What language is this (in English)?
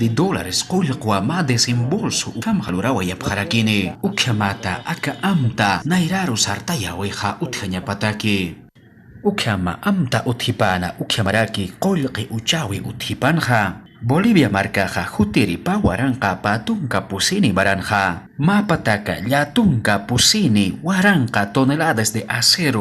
Aymara